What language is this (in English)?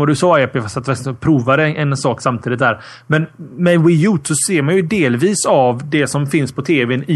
Swedish